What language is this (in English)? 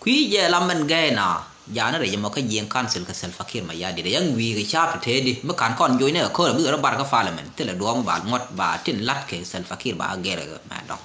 Nuer